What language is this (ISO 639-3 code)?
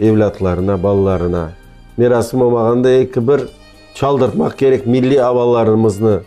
crh